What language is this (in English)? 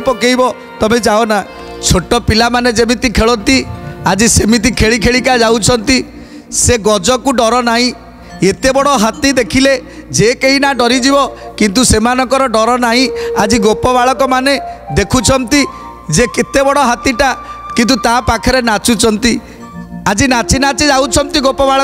Odia